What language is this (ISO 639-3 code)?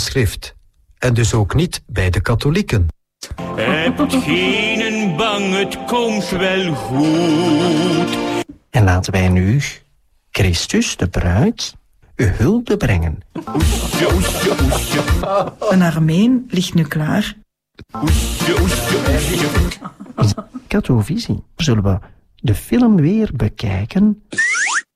nld